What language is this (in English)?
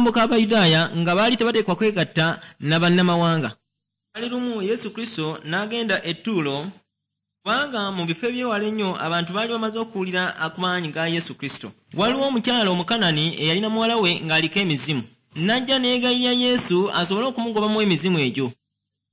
Ganda